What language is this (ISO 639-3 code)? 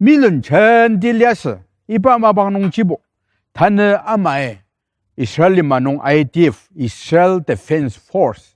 njo